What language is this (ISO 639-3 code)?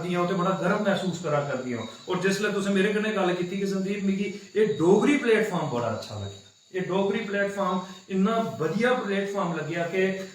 doi